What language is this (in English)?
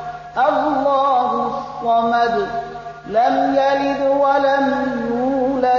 Persian